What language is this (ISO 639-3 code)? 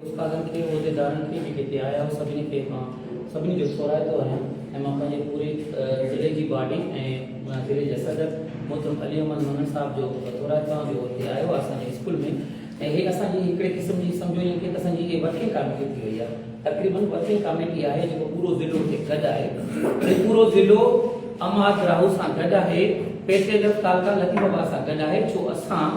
snd